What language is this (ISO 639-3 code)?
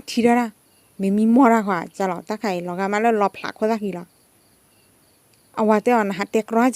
ksw